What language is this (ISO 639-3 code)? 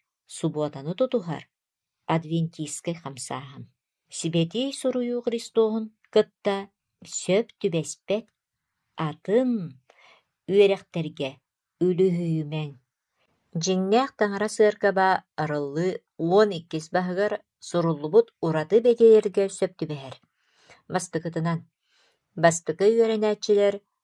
sah